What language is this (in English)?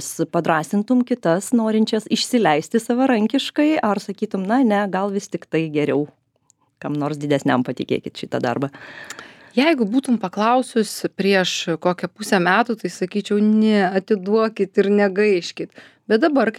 Lithuanian